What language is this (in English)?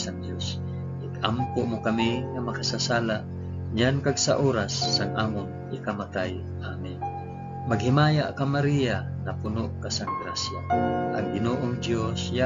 Hiligaynon